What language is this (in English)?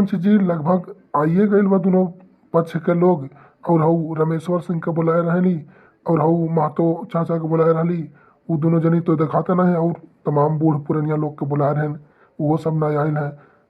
Awadhi